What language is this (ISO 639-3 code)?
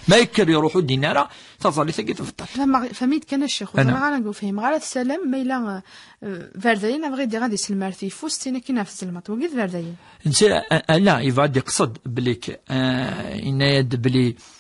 kab